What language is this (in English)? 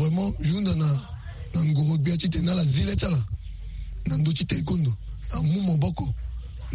Sango